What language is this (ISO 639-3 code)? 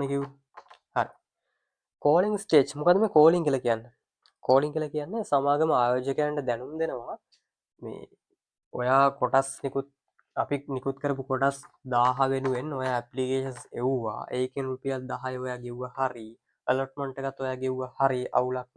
sin